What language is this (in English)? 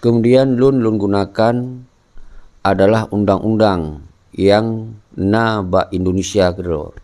Achinese